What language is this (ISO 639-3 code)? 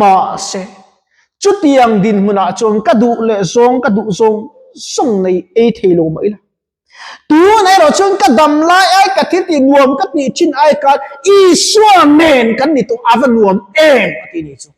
lus